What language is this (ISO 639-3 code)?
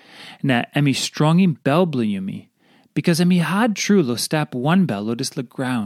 tpi